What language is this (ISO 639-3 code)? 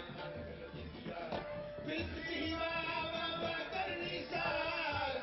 pan